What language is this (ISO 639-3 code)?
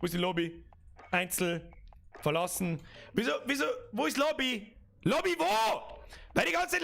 bar